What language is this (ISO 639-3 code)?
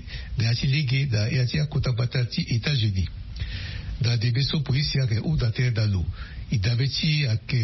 sag